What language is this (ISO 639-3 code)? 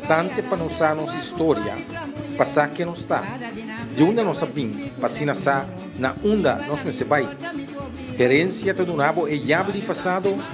pap